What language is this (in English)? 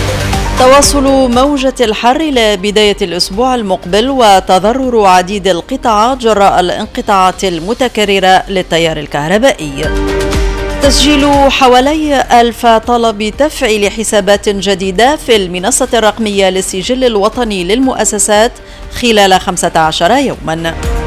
Arabic